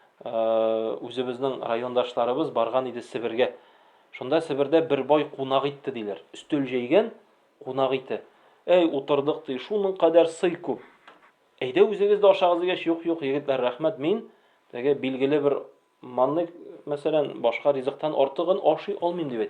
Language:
Tatar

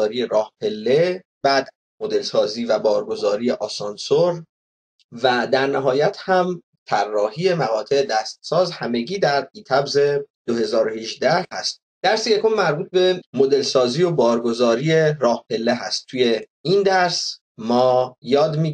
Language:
Persian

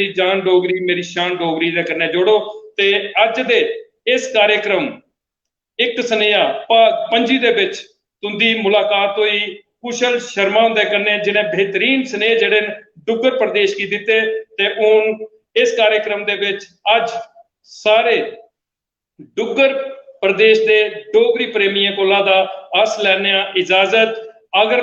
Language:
Dogri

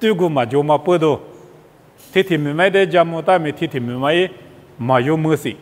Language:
Lisu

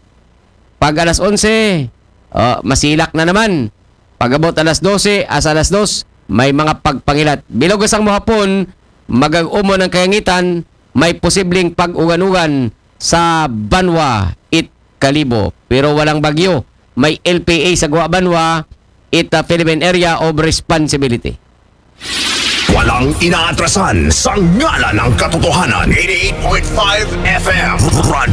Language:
Aklanon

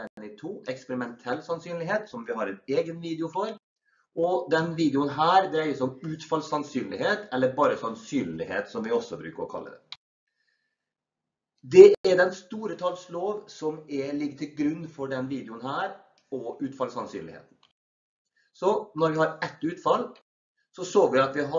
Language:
Norwegian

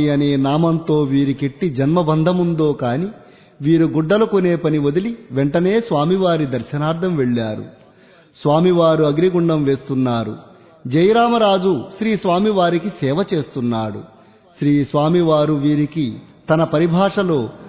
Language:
Telugu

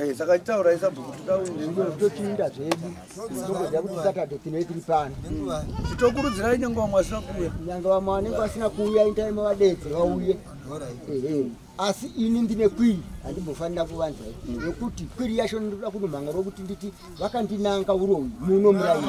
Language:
Shona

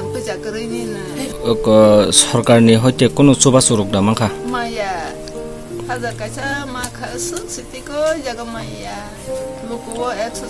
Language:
Kok Borok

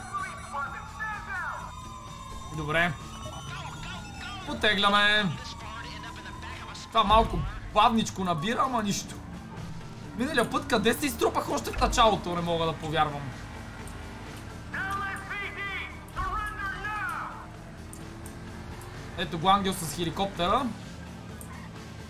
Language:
Bulgarian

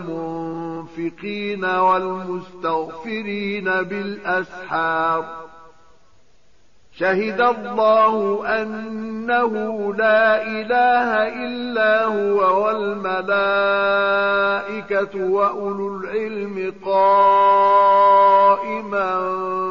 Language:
Arabic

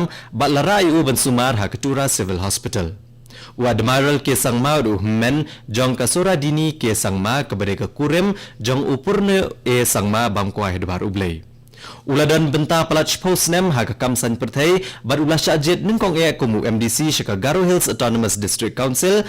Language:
Khasi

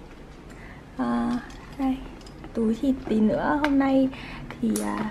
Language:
Vietnamese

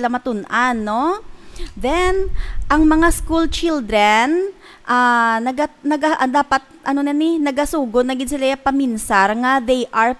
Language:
Hiligaynon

